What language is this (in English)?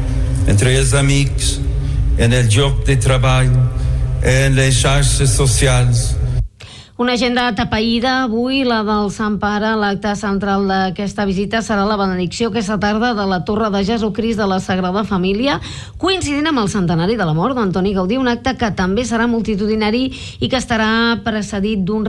Catalan